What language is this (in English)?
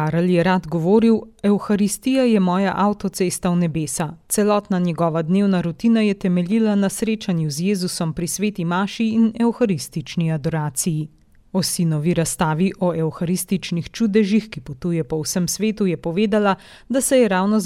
Slovenian